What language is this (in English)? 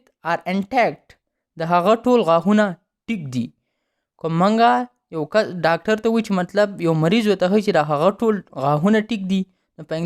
Pashto